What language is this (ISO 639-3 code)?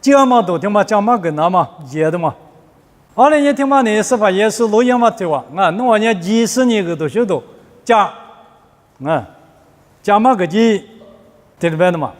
lis